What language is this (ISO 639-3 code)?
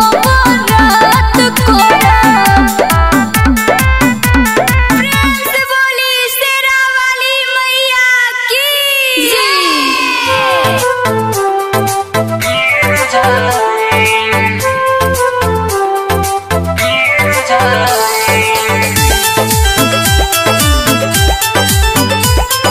bho